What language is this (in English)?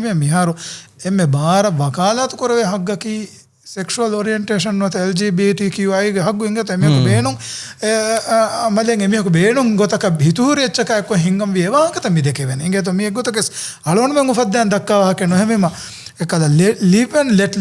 Divehi